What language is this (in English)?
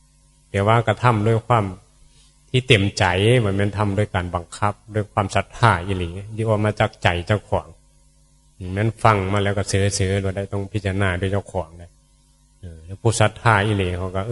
Northeastern Thai